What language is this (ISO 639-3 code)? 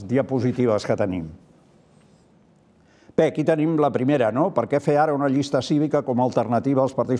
cat